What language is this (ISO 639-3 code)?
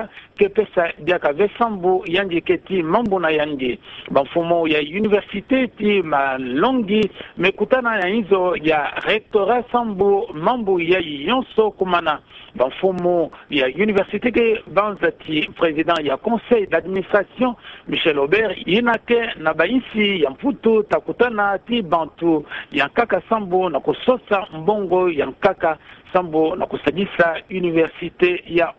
ktu